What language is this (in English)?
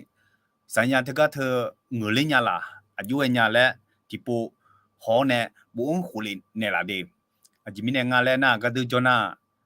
Akha